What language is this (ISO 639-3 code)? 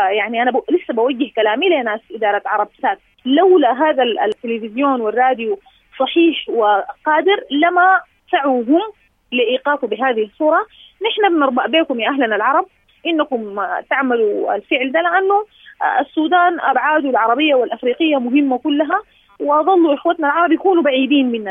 apd